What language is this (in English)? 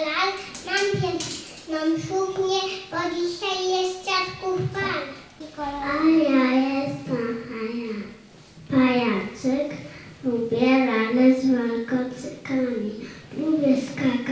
Polish